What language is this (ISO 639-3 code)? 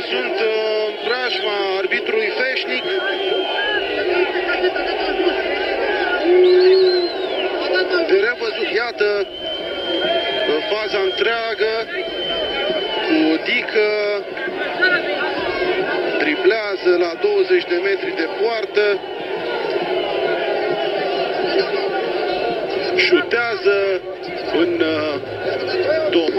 ron